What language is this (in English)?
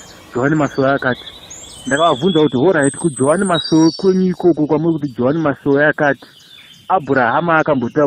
Shona